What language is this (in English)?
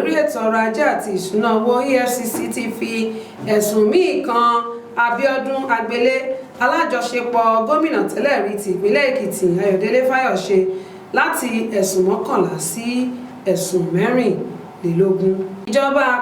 Yoruba